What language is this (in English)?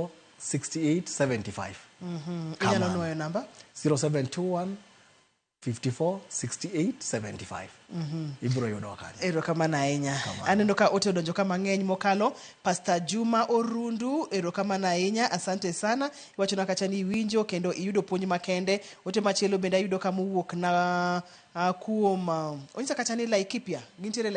Luo (Kenya and Tanzania)